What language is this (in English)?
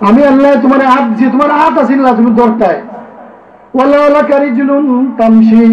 Sylheti